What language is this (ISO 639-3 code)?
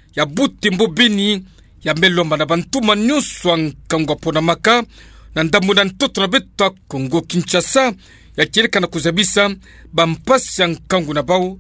ktu